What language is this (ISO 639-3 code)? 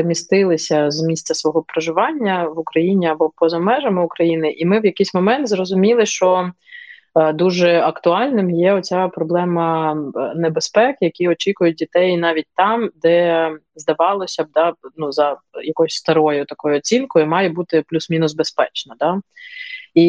ukr